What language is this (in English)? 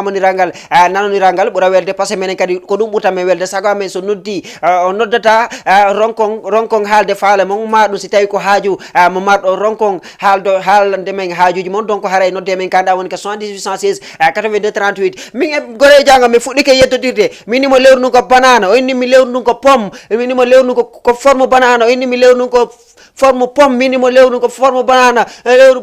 Fula